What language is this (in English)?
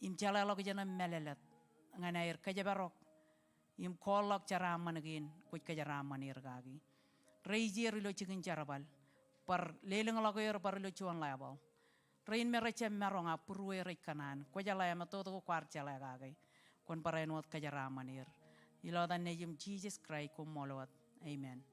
Marshallese